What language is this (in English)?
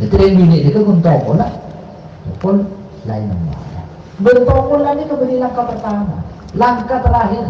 Madurese